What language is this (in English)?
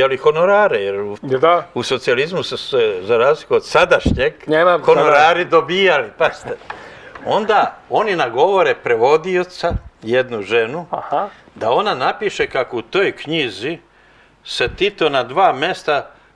Serbian